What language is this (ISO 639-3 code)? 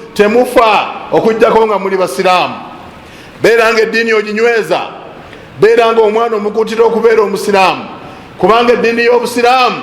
lug